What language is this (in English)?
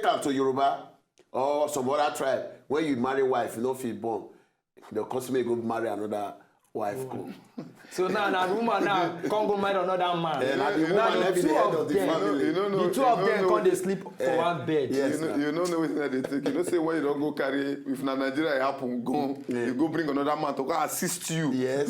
Nigerian Pidgin